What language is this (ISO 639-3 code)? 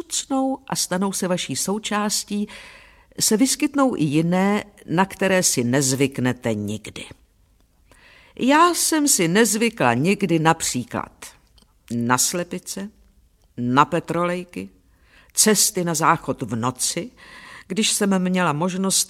ces